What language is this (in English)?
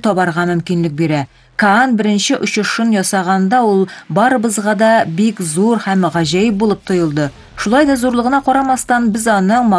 Kyrgyz